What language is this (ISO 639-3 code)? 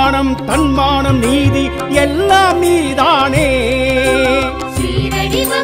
tam